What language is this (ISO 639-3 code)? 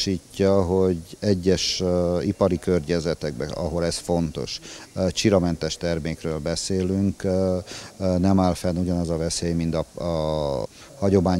hun